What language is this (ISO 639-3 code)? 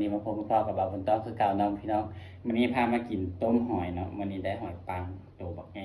tts